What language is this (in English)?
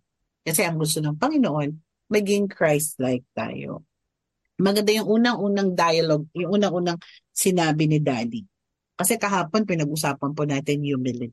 Filipino